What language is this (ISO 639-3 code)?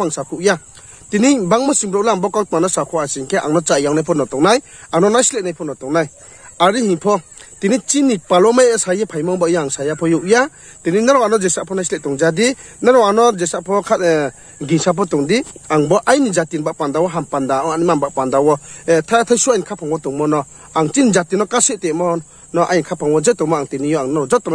ria